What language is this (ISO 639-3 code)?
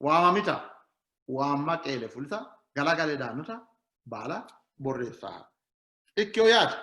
sid